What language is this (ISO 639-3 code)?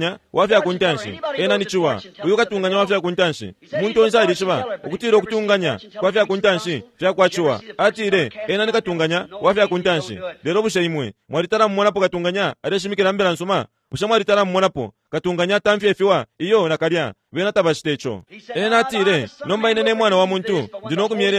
bem